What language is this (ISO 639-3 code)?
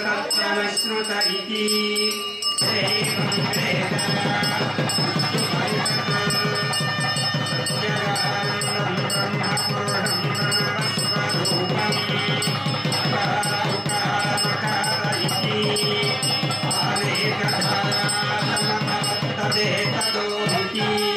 san